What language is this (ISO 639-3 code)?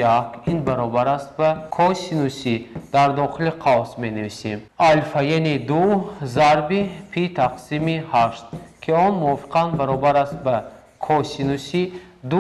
tgk